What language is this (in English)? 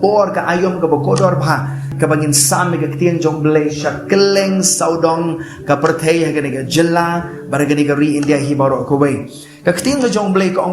Khasi